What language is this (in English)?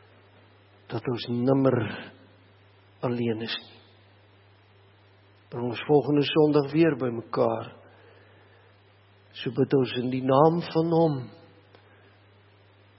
Afrikaans